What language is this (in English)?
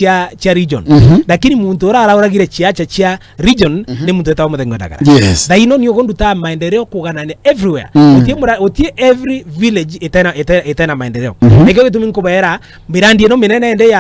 Meru